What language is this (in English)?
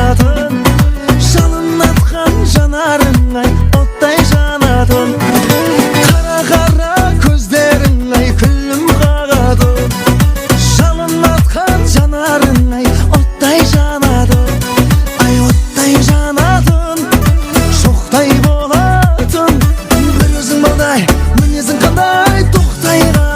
Kara-Kalpak